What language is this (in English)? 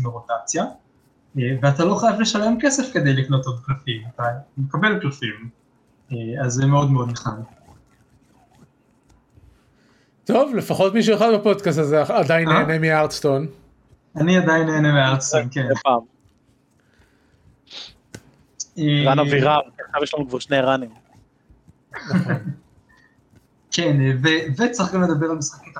Hebrew